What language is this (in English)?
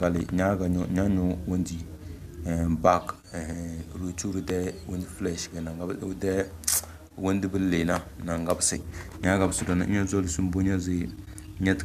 Tem